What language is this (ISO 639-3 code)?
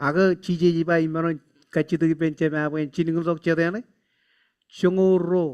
mah